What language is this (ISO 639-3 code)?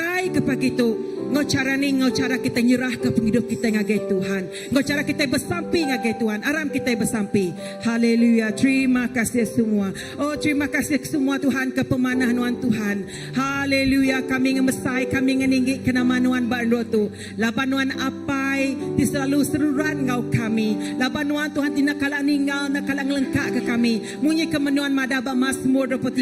iba